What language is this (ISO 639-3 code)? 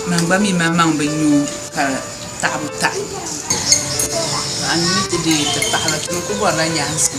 dag